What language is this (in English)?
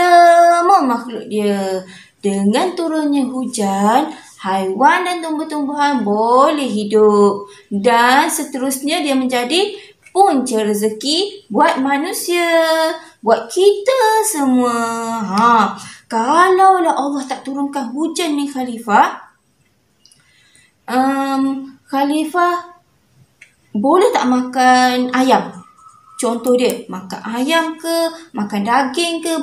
Malay